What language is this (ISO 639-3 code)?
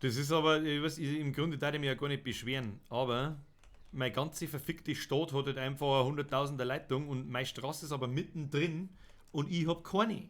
bar